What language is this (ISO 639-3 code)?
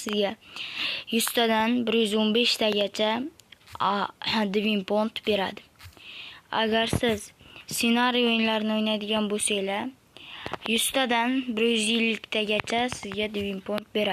uzb